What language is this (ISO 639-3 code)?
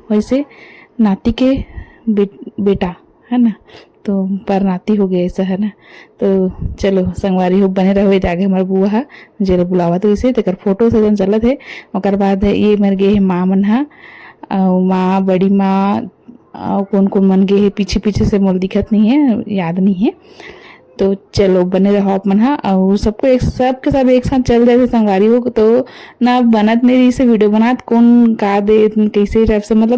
hne